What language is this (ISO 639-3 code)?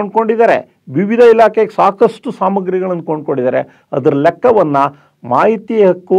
kan